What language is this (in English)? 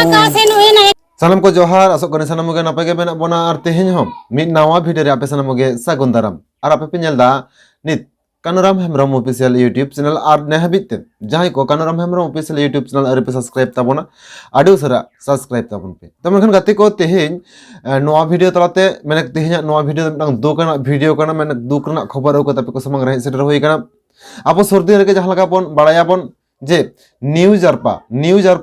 Santali